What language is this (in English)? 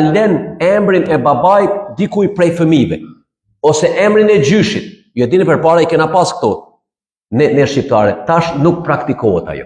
Albanian